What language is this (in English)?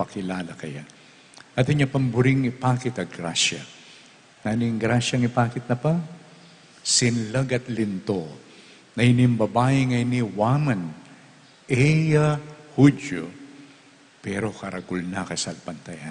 Pampanga